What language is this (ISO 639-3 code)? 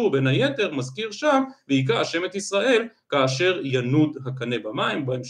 heb